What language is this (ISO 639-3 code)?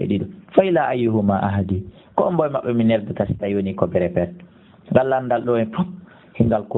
ful